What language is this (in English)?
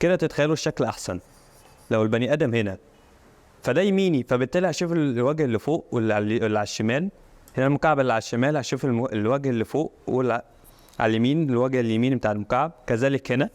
Egyptian Arabic